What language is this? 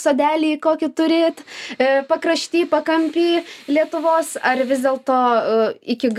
Lithuanian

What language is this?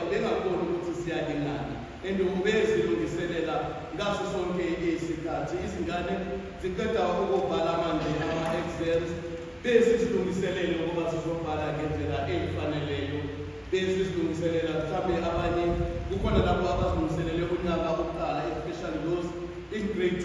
Zulu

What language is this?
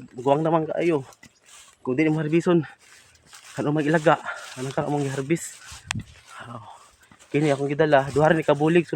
Cebuano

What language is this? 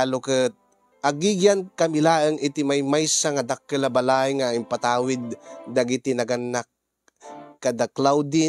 Iloko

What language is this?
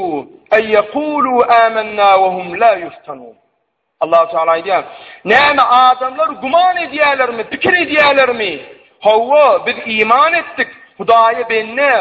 Turkmen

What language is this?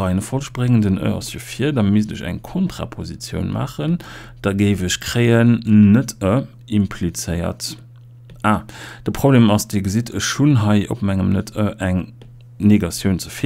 Luxembourgish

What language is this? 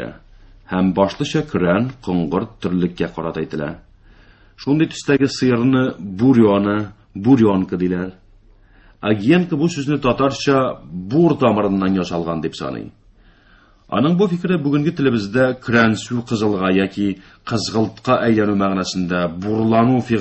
Tatar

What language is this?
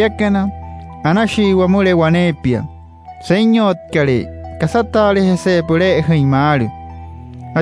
Wayuu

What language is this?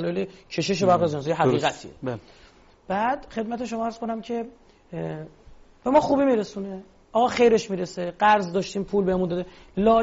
Persian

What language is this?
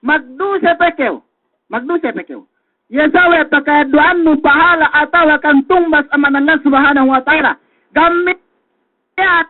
Yakan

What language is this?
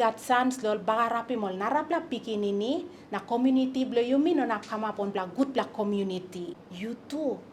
Tok Pisin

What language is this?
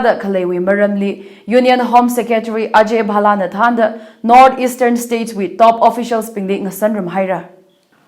Tangkhul Naga (India)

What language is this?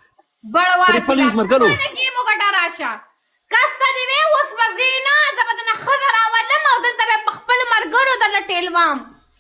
Pashto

